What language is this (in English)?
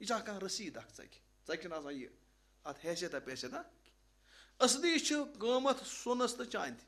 Kashmiri